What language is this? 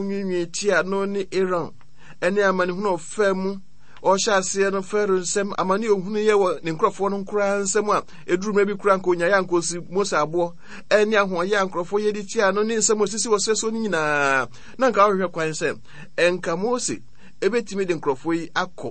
Akan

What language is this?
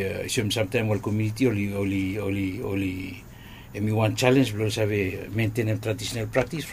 Bislama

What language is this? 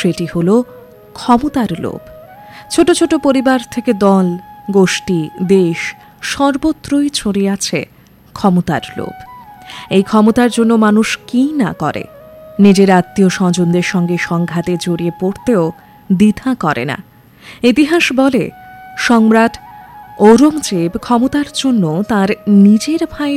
Bangla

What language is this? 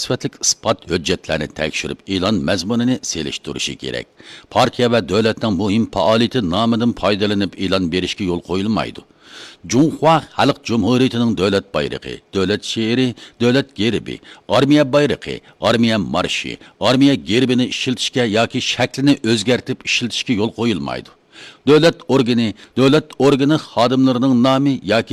Uyghur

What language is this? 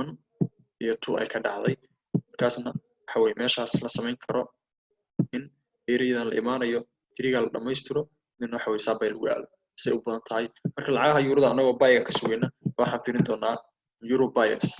Somali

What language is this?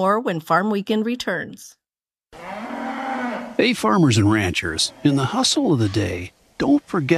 English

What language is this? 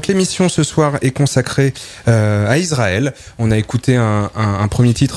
French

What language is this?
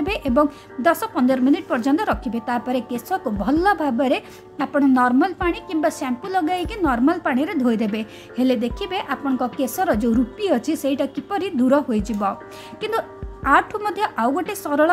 Odia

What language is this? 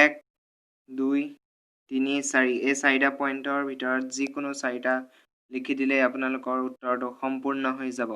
Assamese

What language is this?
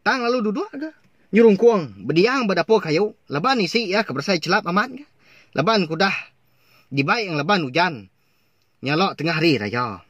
Iban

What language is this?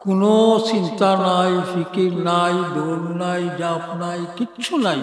Sylheti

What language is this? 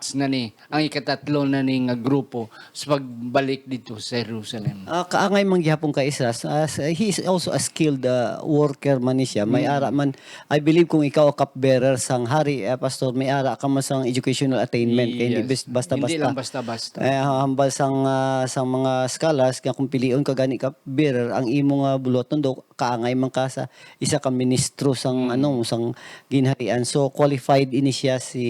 Hiligaynon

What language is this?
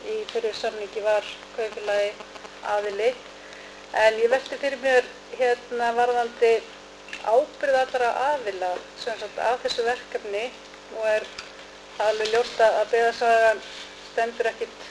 Icelandic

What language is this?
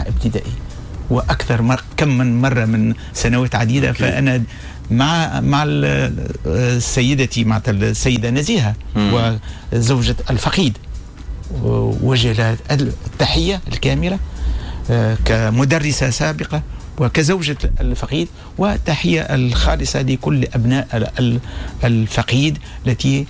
Tunisian Arabic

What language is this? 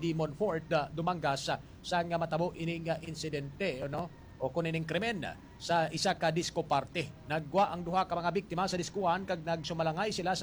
Hiligaynon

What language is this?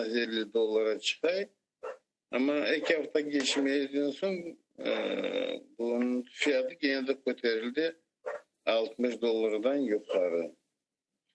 Crimean Tatar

